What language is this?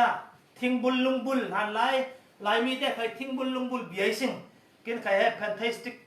Falam Chin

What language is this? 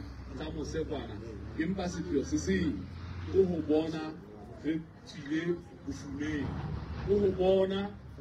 Southern Sotho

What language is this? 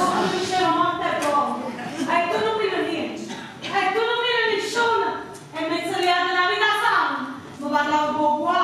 Neapolitan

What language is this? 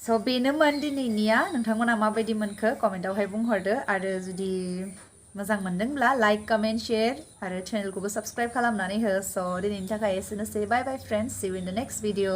Bodo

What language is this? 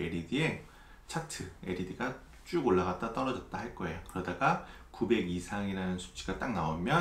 Korean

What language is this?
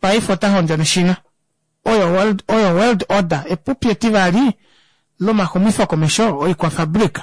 Kuanyama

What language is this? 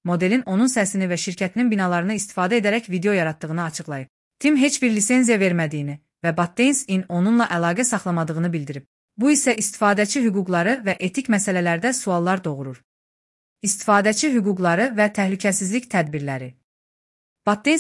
Azerbaijani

